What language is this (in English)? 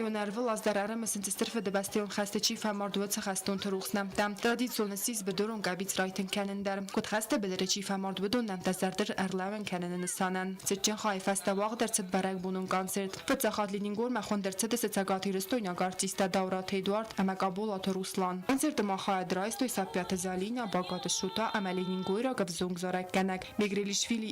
Ossetic